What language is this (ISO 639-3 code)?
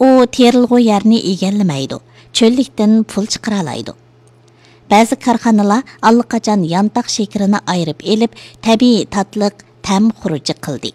uig